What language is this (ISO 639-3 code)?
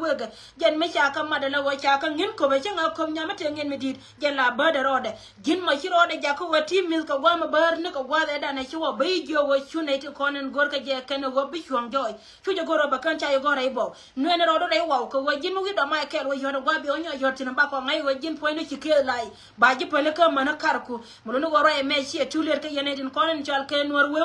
nus